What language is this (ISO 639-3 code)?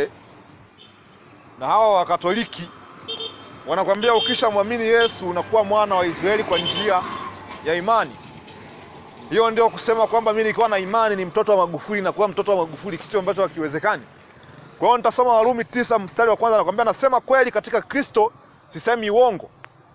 swa